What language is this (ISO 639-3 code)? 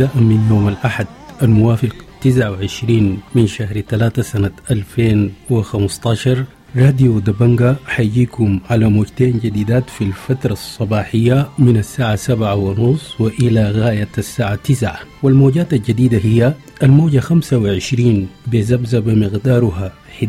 apd